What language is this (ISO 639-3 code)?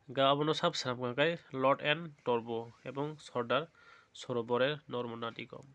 trp